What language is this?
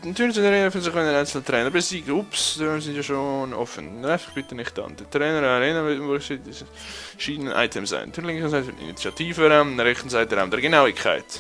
Swiss German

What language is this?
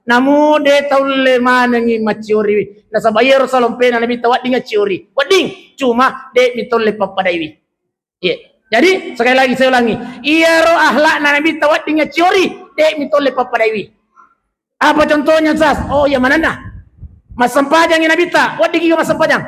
Buginese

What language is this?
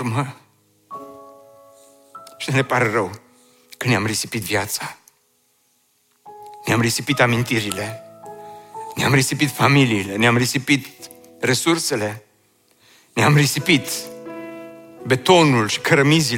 Romanian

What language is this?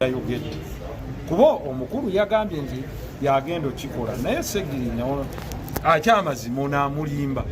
Ganda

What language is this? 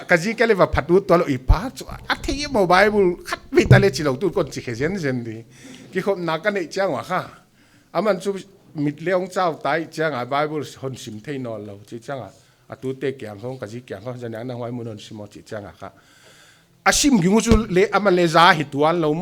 Paite Chin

